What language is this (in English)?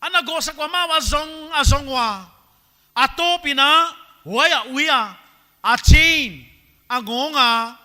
Paite Chin